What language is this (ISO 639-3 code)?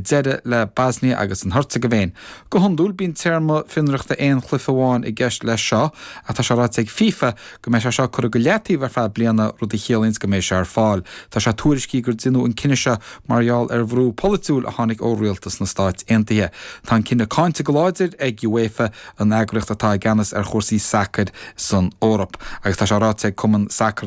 gle